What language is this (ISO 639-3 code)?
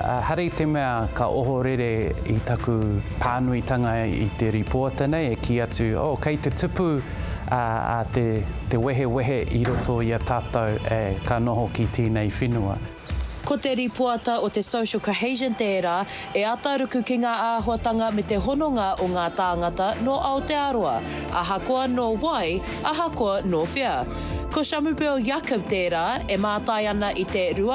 mri